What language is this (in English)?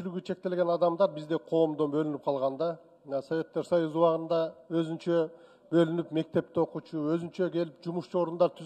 Kyrgyz